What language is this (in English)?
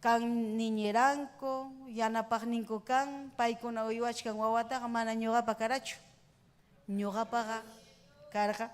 Ayacucho Quechua